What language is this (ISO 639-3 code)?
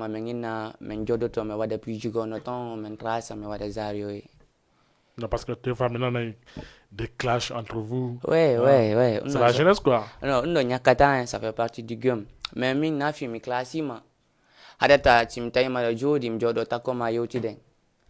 ful